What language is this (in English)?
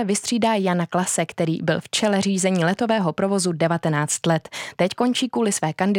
Czech